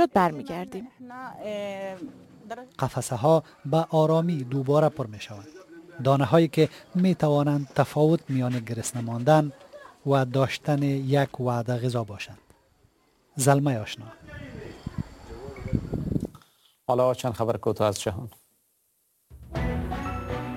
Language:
Persian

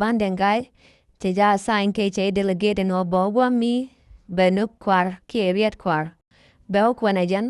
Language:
Nuer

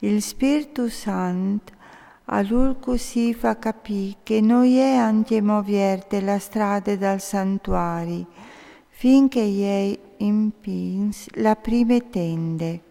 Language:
Friulian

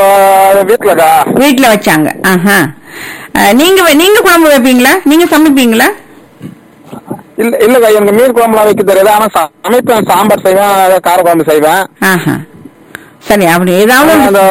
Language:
Tamil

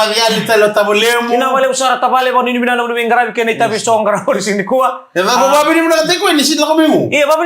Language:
Fijian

